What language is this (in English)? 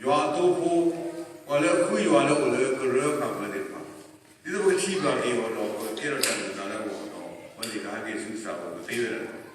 S'gaw Karen